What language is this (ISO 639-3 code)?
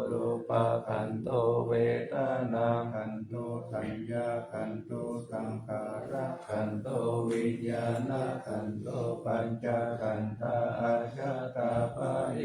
pli